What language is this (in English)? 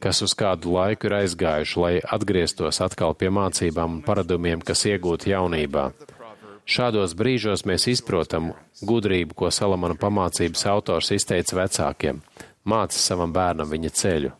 Latvian